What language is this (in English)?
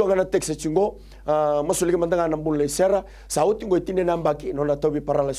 Fijian